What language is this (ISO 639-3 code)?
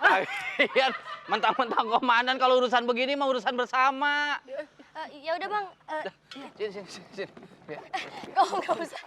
bew